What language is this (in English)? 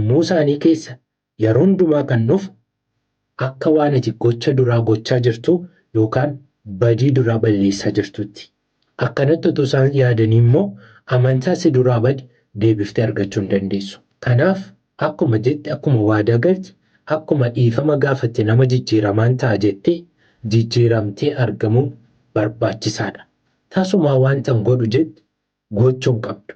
Oromo